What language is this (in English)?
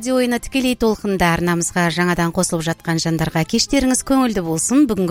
Kazakh